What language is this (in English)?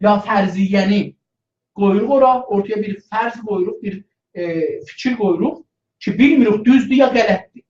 South Azerbaijani